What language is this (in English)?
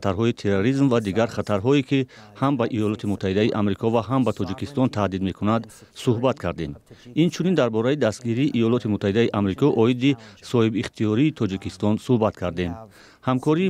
Tajik